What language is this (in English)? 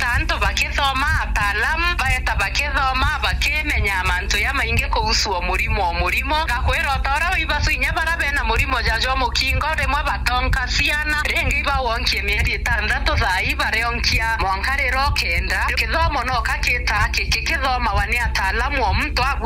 Meru